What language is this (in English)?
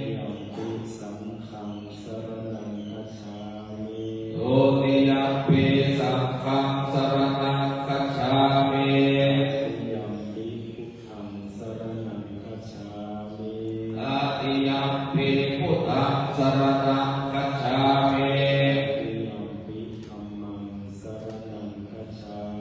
Pali